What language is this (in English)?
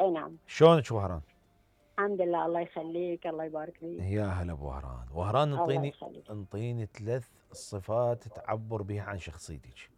Mesopotamian Arabic